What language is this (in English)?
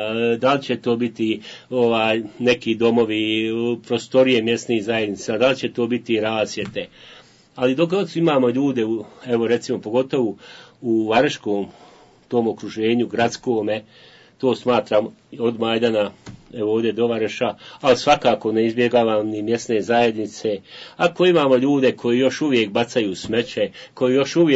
Bosnian